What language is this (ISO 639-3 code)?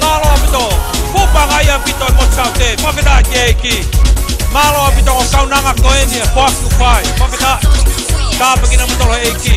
ton